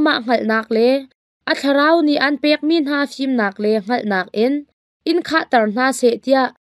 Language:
Hakha Chin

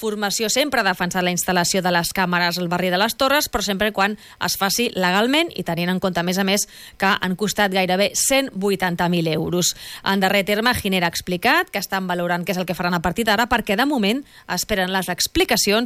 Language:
Catalan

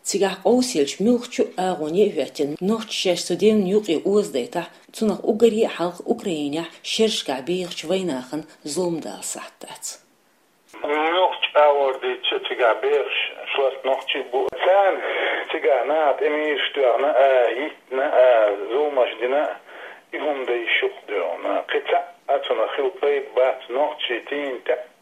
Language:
Chechen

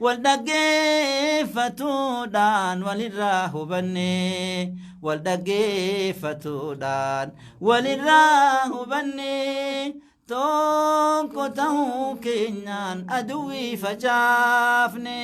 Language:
Oromo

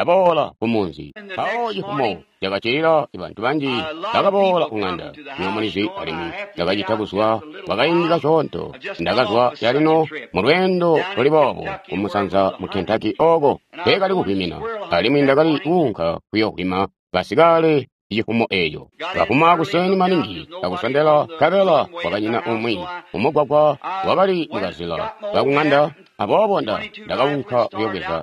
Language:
Tonga (Zambia)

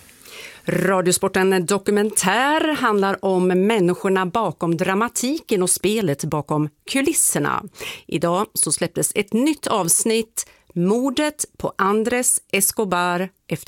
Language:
Swedish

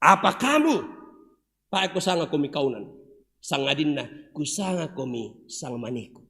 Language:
Toraja-Sa'dan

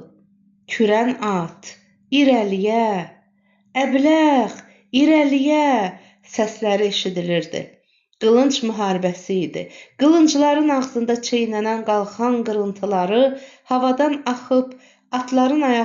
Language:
Azerbaijani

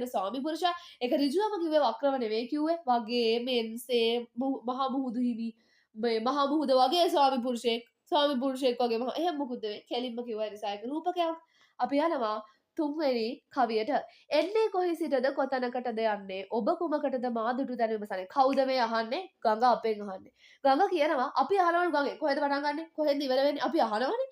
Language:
Sinhala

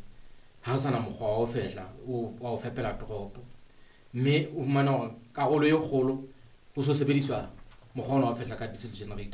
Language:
Southern Sotho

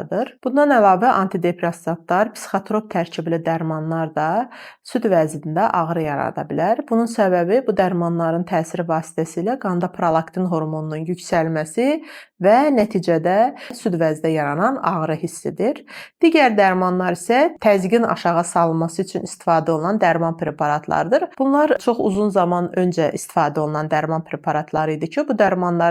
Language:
Azerbaijani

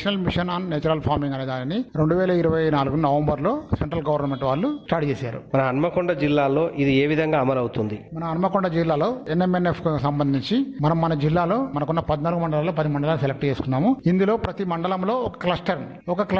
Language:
Telugu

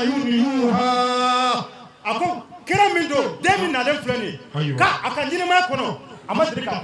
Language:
Bambara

